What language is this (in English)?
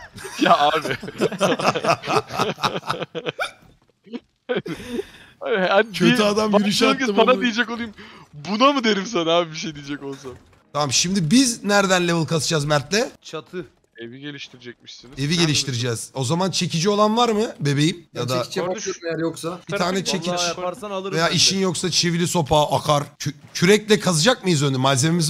Turkish